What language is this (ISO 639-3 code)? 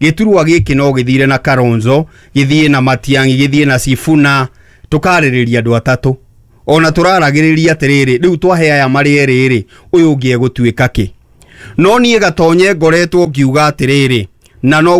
kik